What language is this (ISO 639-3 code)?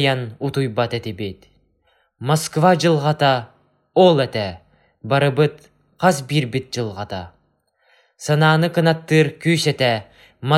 sah